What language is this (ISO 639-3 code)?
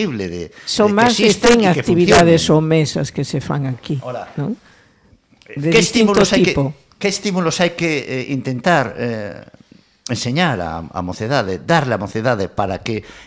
glg